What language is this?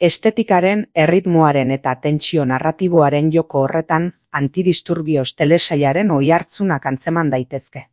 Basque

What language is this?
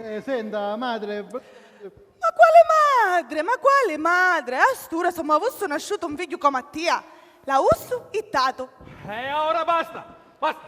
Sicilian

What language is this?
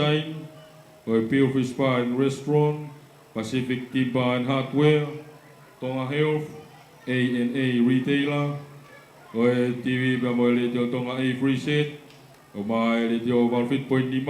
Tongan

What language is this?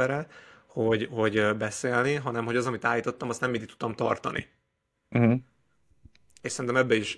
Hungarian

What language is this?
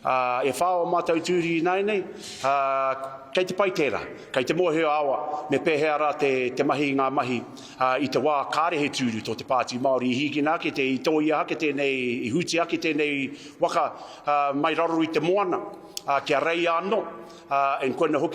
Māori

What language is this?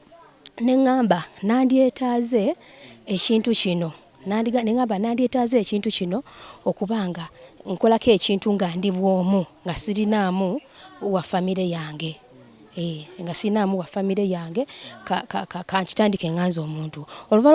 Ganda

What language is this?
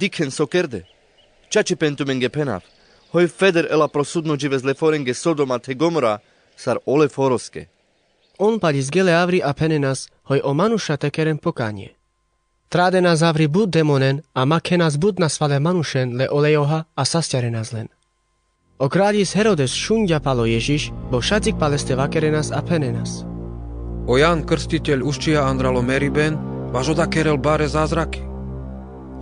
Carpathian Romani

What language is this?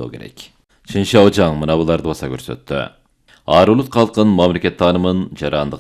Kyrgyz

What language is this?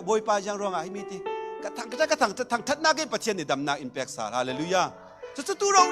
Falam Chin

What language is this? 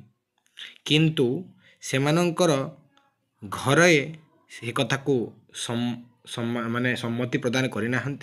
Odia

